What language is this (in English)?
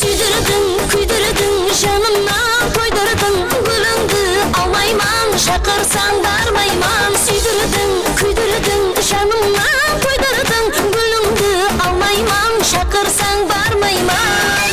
Kara-Kalpak